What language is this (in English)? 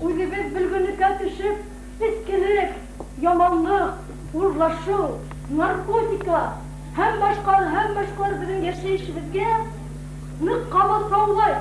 Bashkir